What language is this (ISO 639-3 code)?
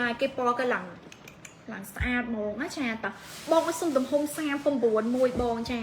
khm